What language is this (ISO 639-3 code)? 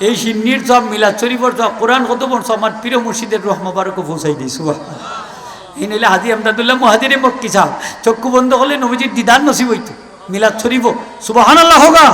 syl